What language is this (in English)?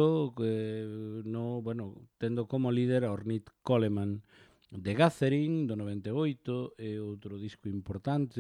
Galician